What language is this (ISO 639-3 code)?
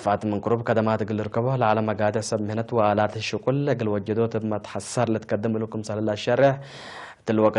tig